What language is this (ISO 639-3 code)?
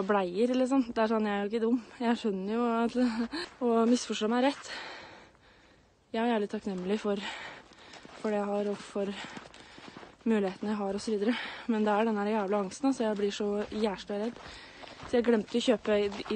nor